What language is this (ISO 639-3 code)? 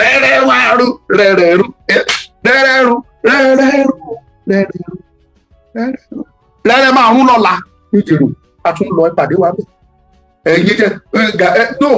yor